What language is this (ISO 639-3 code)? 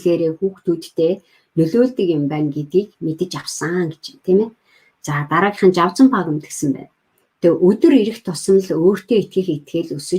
mon